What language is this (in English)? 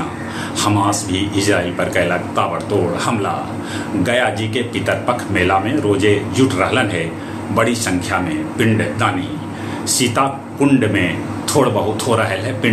Magahi